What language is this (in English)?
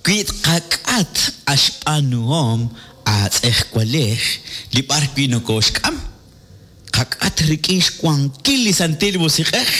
Kekchí